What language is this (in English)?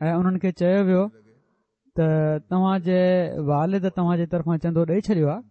Sindhi